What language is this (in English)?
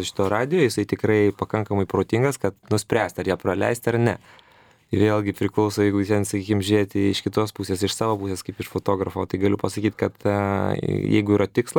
Lithuanian